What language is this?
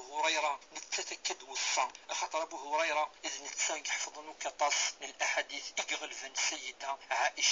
Kabyle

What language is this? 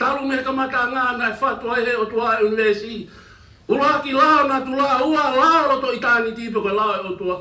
Tongan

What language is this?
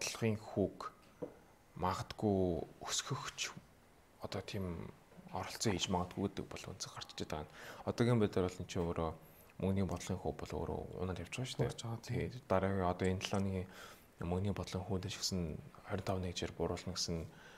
Mongolian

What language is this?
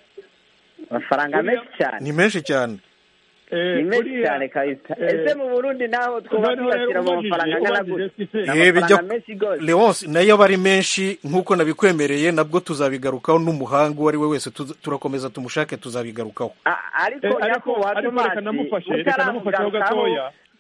Kinyarwanda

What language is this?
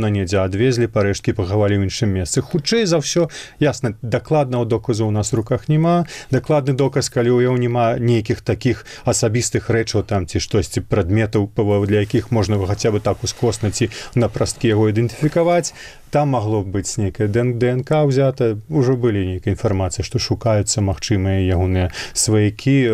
Belarusian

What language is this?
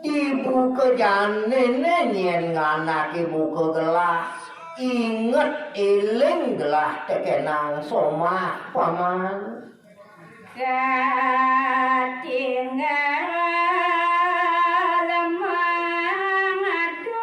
Balinese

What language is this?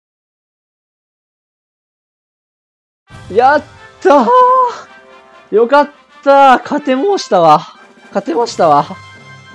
Japanese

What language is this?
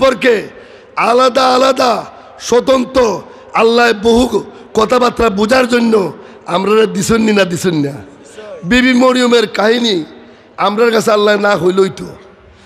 Sylheti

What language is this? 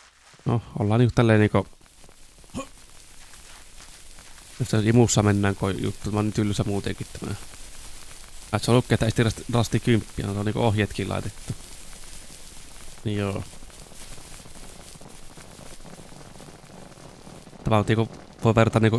Finnish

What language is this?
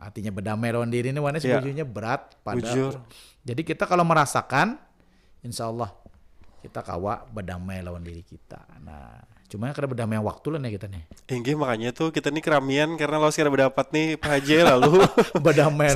Banjar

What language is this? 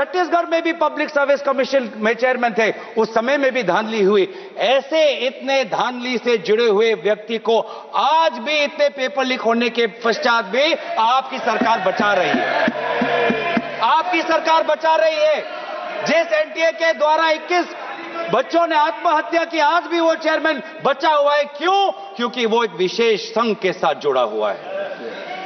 Hindi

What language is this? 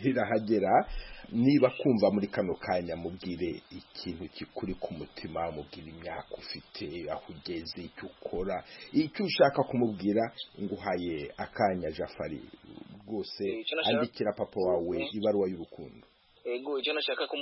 Kinyarwanda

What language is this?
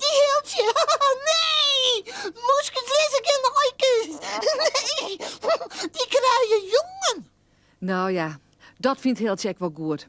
Western Frisian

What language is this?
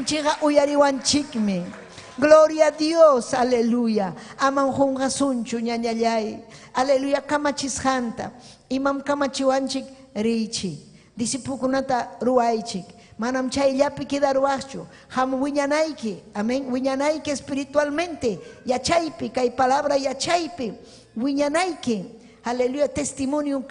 Ayacucho Quechua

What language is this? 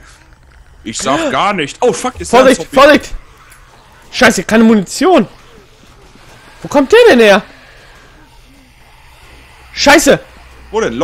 German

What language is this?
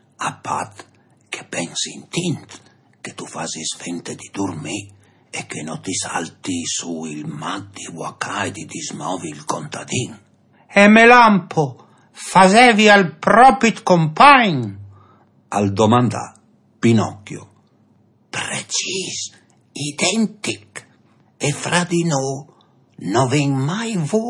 Friulian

